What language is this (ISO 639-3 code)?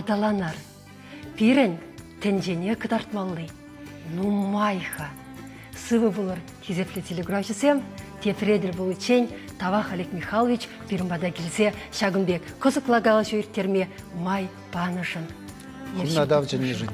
chv